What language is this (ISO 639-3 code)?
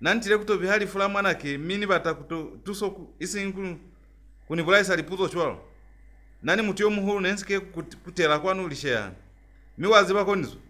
loz